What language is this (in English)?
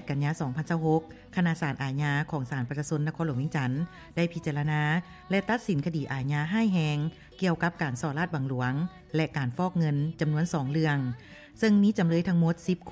Lao